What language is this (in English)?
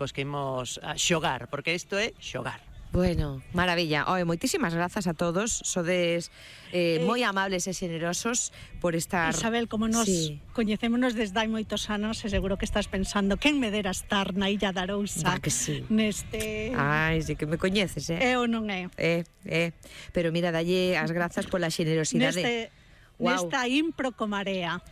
Galician